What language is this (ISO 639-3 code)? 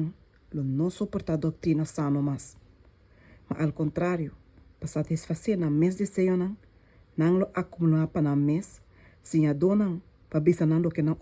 pap